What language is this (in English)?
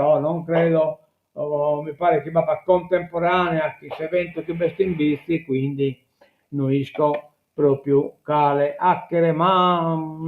Sardinian